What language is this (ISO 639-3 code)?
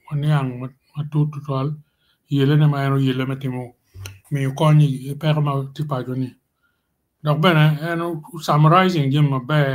ach